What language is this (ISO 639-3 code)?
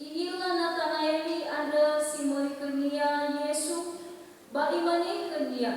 nia